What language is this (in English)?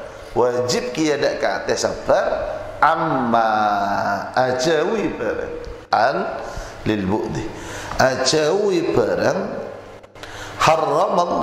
Madurese